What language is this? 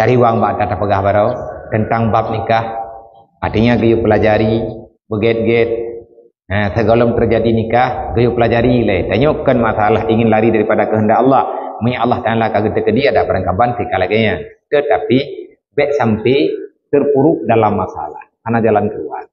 Achinese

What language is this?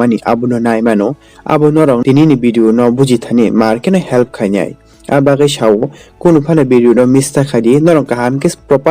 Kok Borok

